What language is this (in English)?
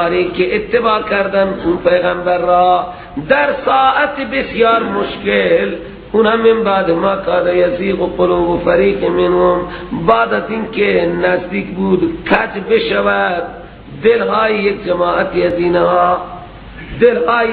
Persian